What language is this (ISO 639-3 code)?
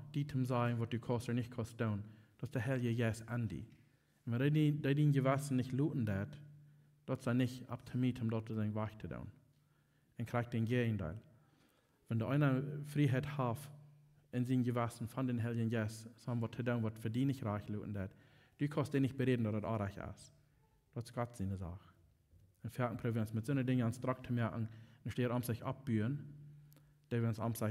pdt